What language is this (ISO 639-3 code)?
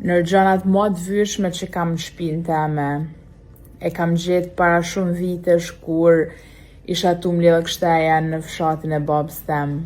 sqi